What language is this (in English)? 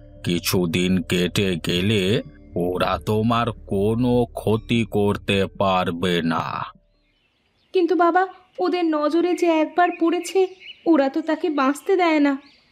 Bangla